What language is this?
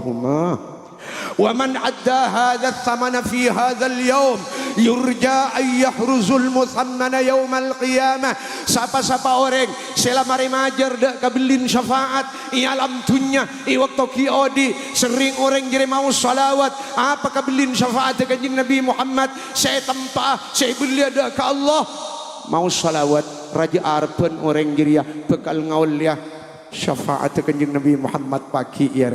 Madurese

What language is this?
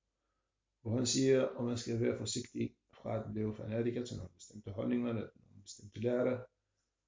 Danish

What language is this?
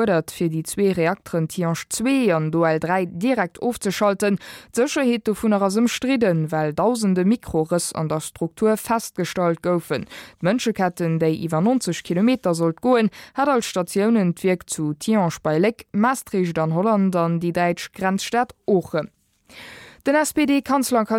Luxembourgish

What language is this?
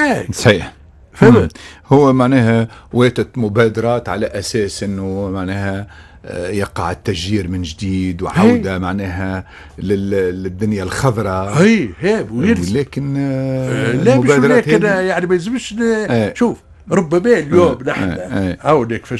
Tunisian Arabic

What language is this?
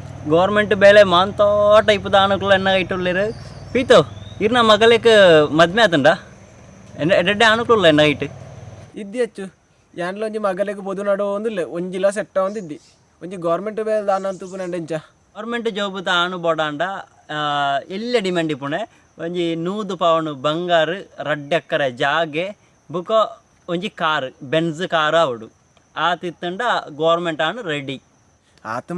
Tulu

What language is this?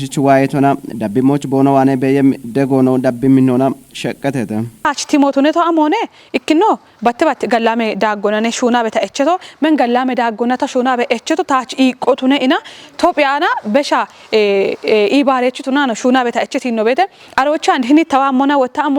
Kafa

